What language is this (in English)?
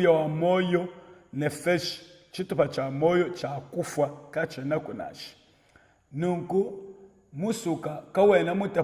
Luba-Lulua